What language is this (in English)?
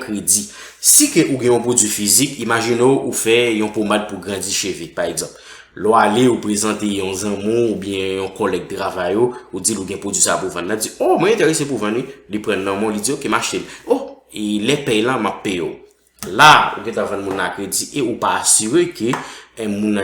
Haitian Creole